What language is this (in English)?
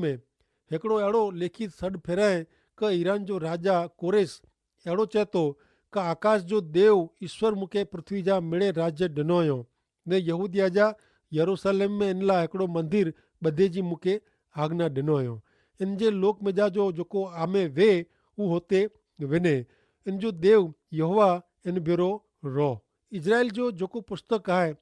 Kachhi